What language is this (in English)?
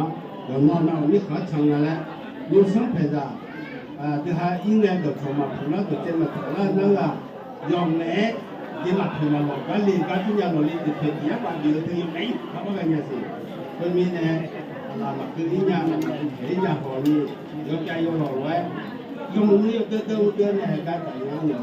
Akha